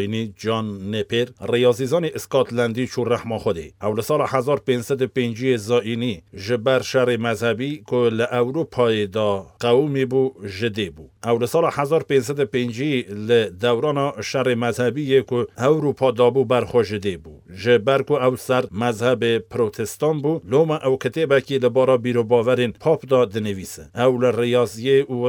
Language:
Kurdish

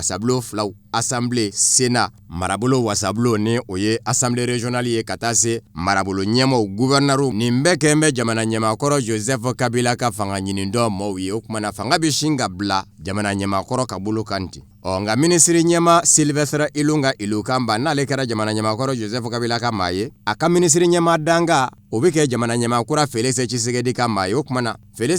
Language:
Bambara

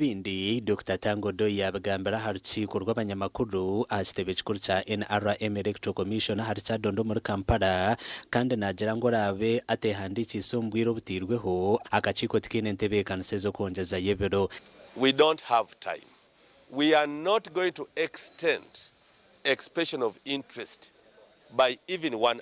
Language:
Nyankole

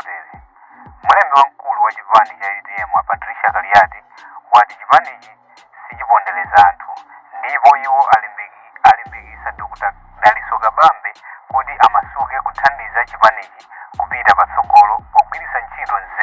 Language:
Nyanja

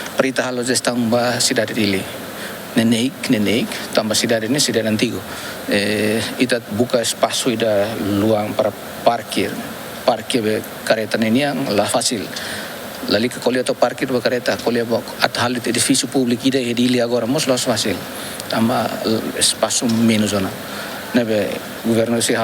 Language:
Tetum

